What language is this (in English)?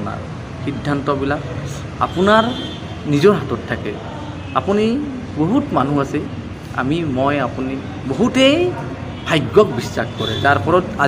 Assamese